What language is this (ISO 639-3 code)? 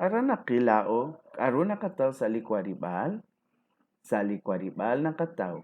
kek